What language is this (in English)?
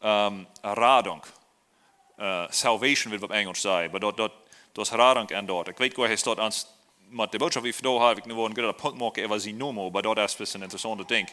Plautdietsch